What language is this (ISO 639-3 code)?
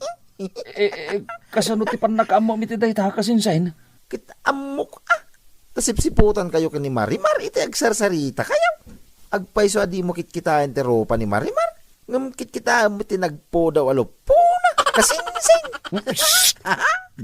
ilo